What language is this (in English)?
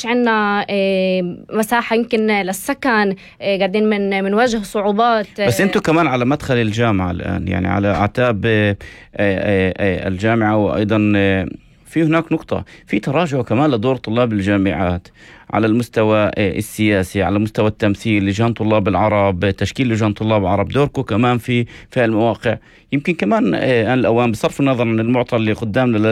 North Levantine Arabic